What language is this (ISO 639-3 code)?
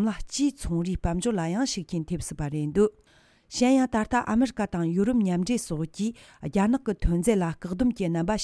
bod